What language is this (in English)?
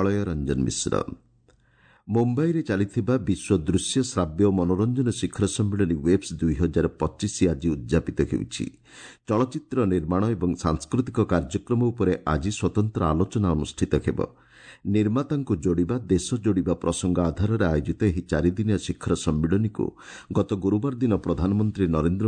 Odia